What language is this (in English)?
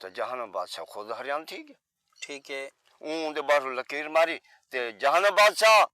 Saraiki